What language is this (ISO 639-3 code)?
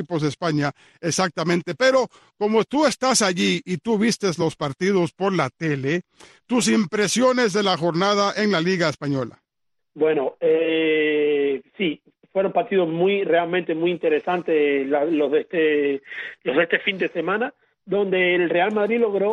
spa